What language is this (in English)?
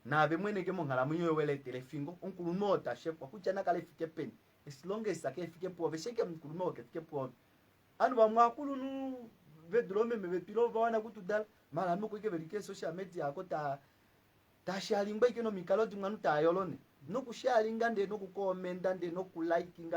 Kuanyama